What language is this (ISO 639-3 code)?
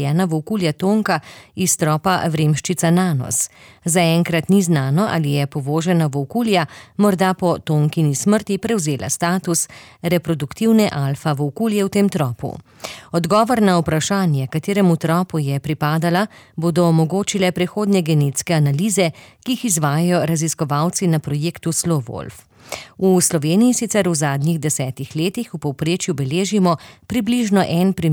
slv